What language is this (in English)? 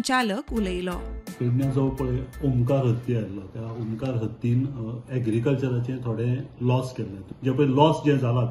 Konkani